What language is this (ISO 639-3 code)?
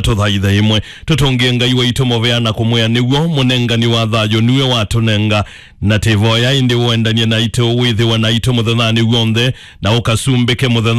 kam